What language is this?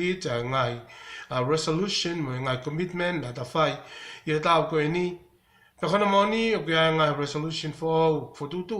Tongan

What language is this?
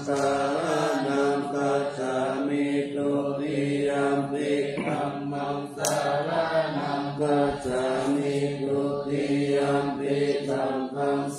Pali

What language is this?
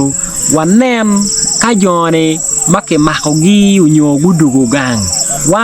Acoli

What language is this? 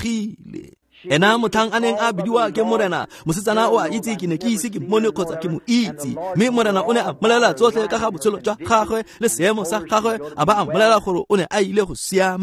Tswana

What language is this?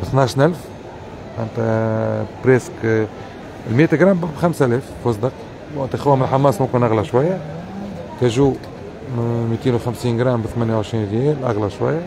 Tunisian Arabic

